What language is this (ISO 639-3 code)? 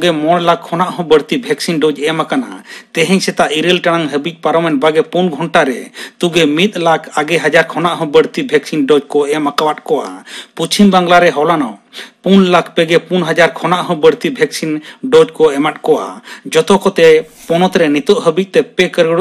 sat